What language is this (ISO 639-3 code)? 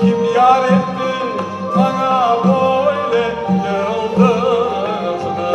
crh